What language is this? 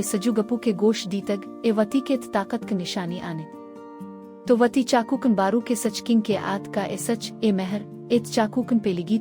Baluchi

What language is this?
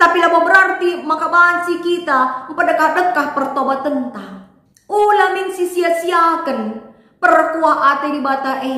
Batak Karo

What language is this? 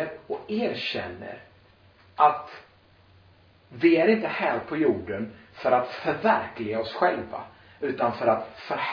Swedish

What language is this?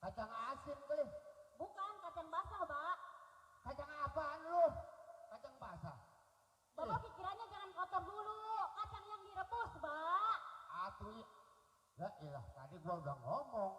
Betawi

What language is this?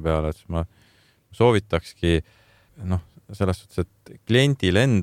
Estonian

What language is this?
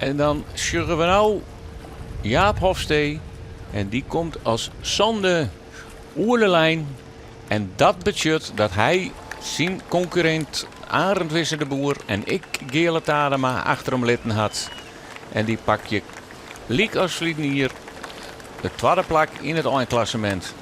Western Frisian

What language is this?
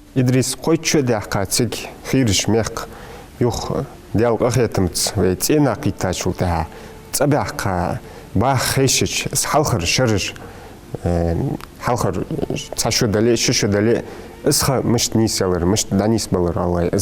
Ingush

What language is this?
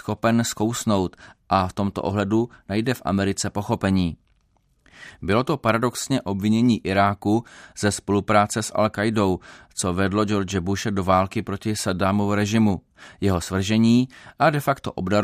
Czech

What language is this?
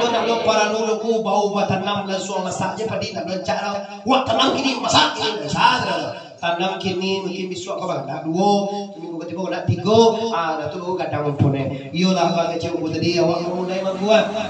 Minangkabau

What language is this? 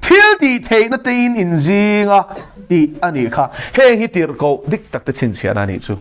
Mizo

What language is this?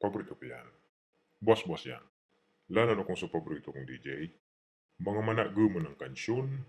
Bikol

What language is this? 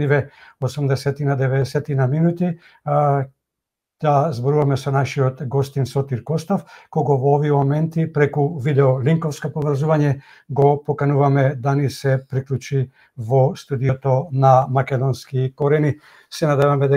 Macedonian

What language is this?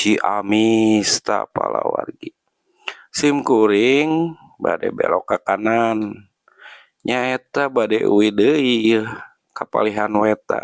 Sundanese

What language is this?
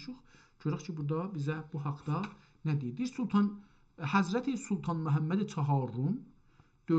South Azerbaijani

